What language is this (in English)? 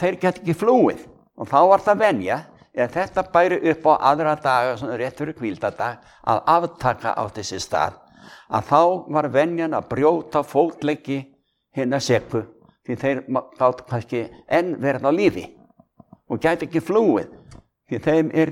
Icelandic